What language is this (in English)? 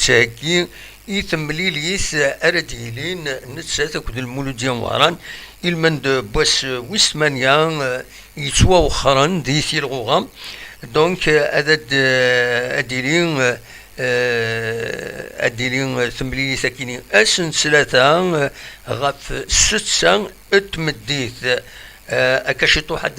Kabyle